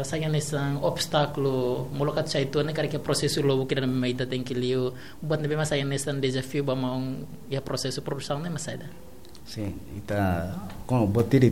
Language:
Tetum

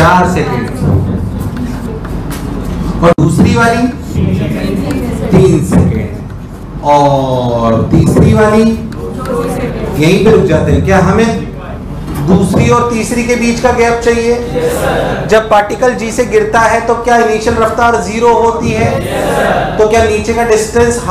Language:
Hindi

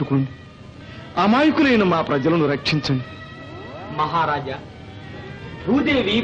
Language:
Telugu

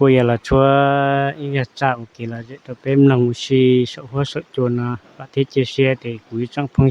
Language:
Hmong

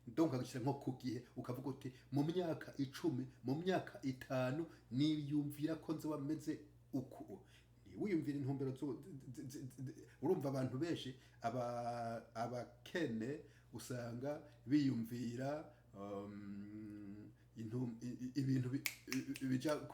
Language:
Rundi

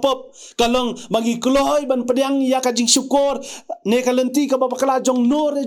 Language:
Khasi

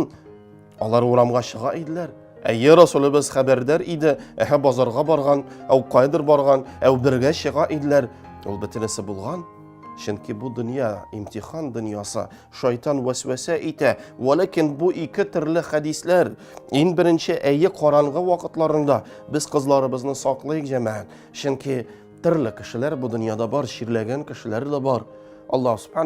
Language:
Tatar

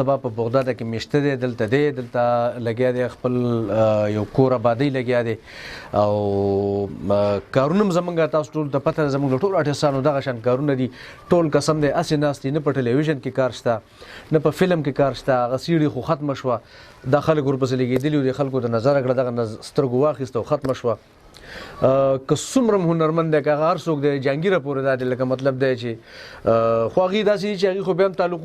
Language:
Pashto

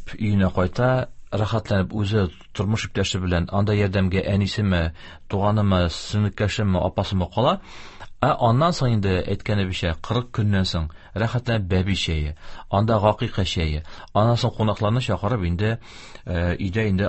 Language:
Tatar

